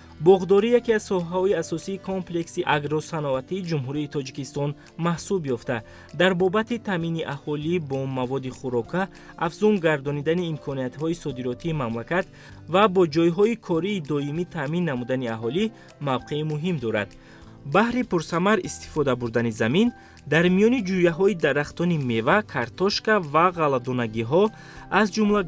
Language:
Tajik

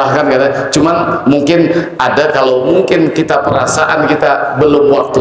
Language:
Banjar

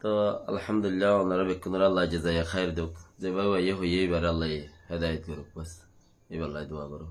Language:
Rohingya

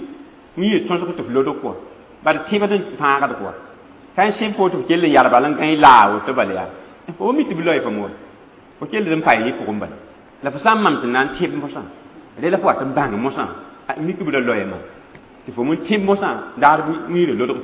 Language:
Mossi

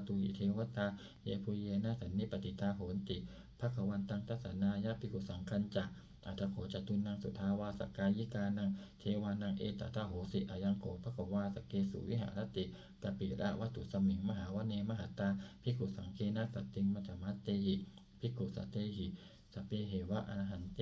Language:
Pali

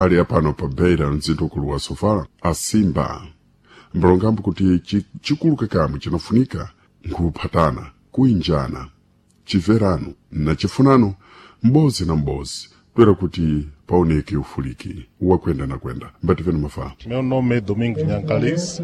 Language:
Sena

